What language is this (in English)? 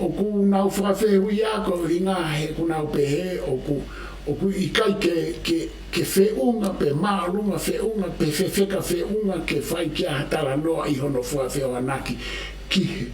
Tongan